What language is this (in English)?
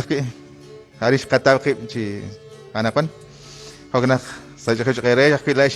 Kekchí